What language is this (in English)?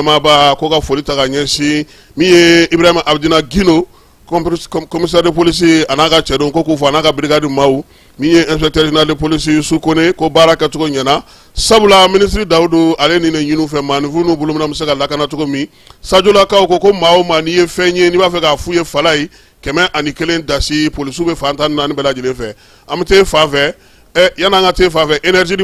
Bambara